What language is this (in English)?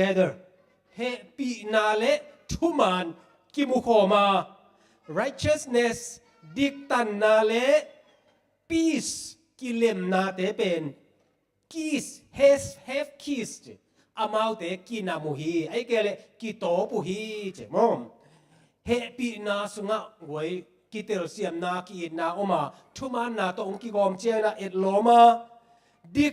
Tedim Chin